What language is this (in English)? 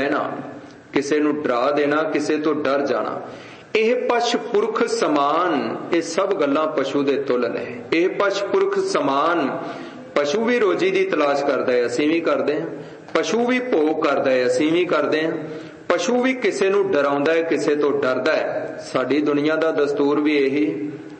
Punjabi